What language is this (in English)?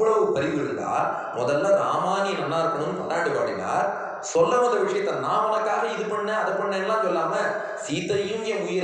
Tamil